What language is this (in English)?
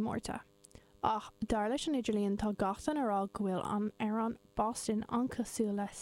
Irish